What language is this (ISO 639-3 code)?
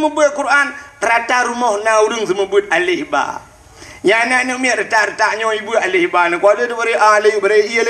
ace